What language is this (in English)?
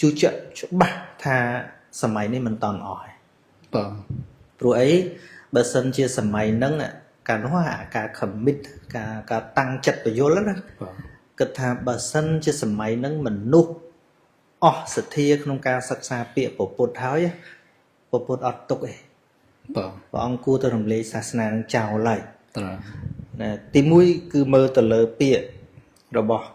Khmer